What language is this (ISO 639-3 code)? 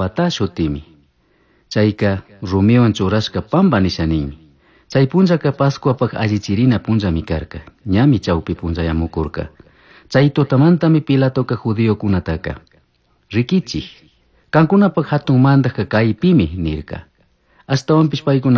qug